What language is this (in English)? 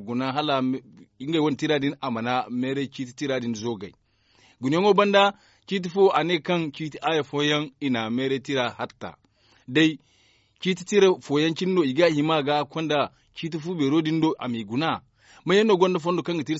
Zarma